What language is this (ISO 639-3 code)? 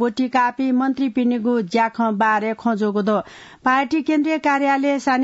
new